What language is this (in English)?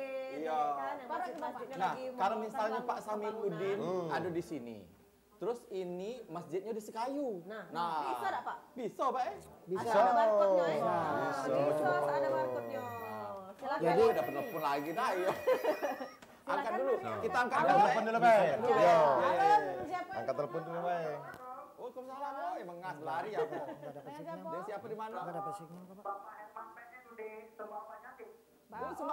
Musi